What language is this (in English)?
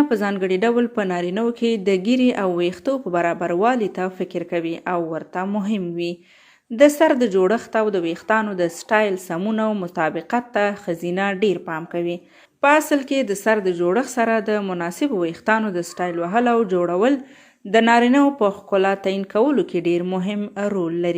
Pashto